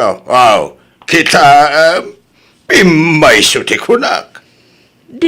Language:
Iloko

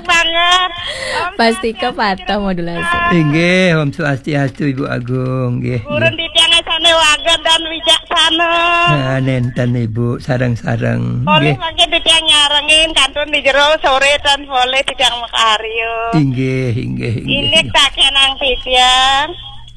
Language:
Balinese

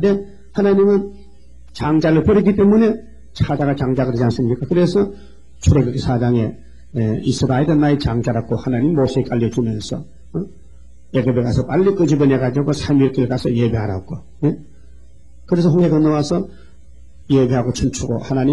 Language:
Korean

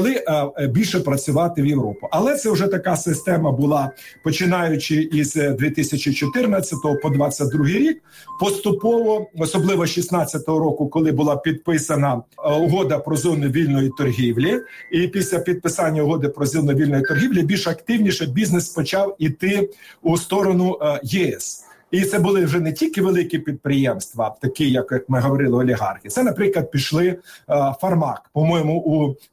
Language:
Ukrainian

